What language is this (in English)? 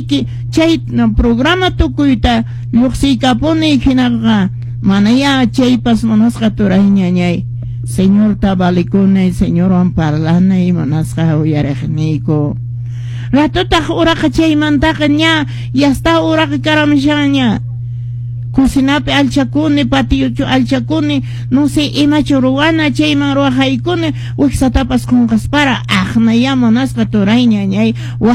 Quechua